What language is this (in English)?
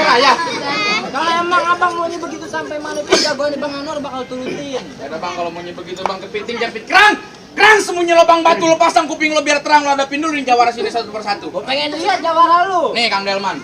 Betawi